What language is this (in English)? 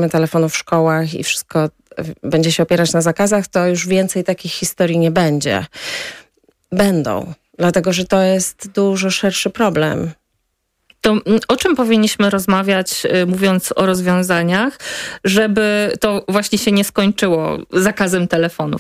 Polish